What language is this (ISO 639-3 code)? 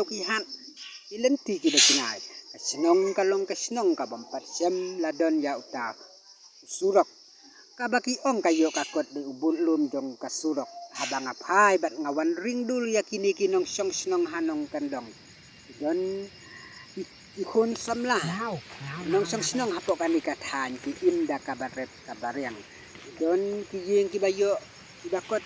kha